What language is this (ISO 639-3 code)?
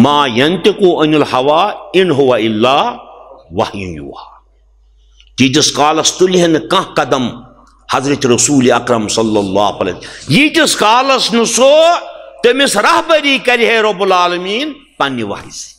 kas